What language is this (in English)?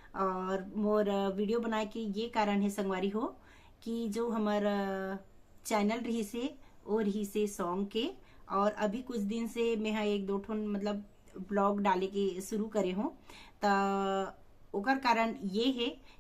Chhattisgarhi